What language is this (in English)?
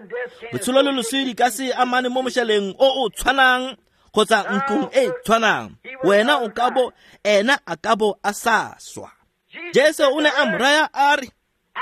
Tswana